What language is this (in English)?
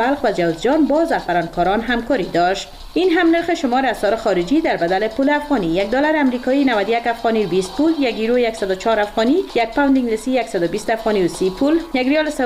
Persian